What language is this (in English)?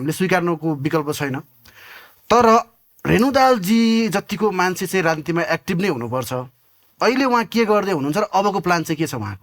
Nepali